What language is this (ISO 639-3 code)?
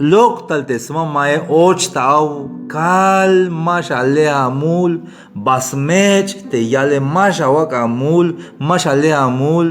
tzh